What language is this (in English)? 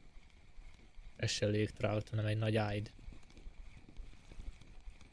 Hungarian